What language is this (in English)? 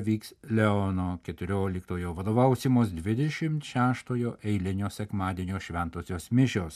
Lithuanian